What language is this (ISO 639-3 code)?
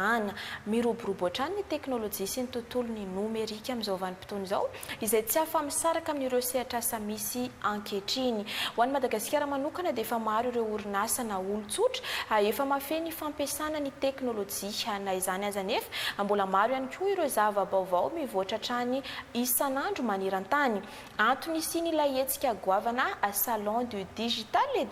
mlg